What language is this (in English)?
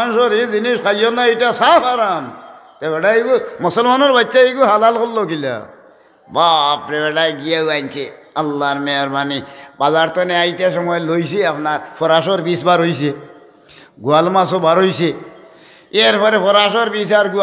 Sylheti